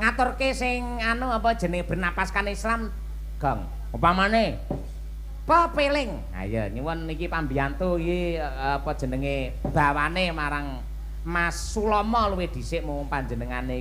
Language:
Javanese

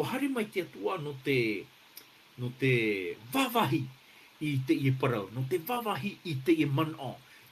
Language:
Tahitian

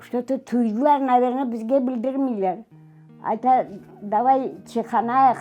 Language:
Crimean Tatar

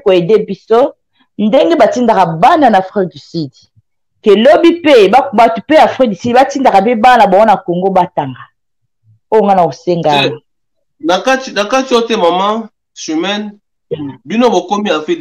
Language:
Lingala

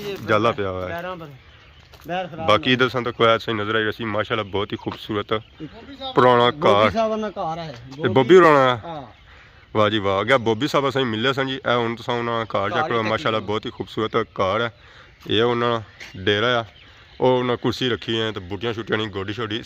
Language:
Pahari-Potwari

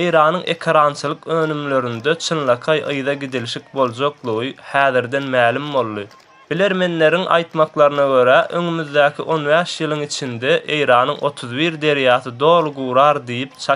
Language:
Turkmen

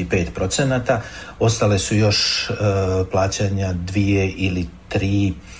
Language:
Serbian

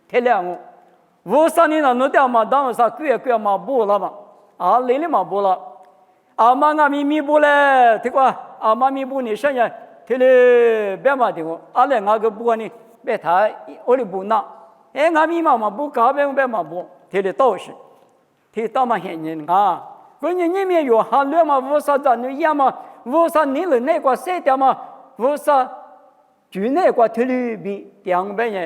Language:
Lisu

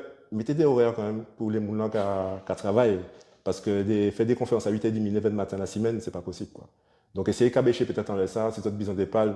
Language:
Guadeloupean Creole French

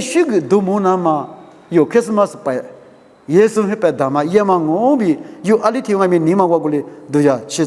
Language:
Lisu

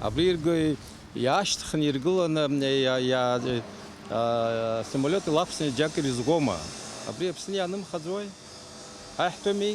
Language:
Abkhazian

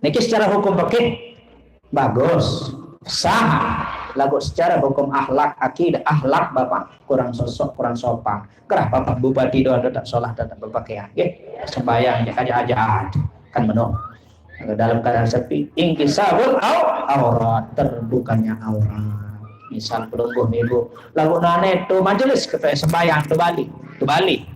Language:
Sasak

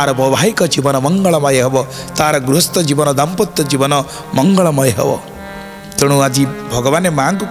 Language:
Odia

